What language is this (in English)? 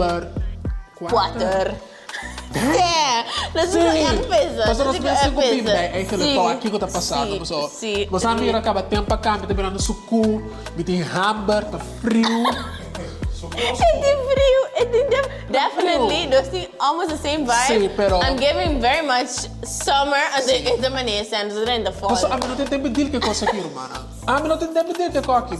Papiamento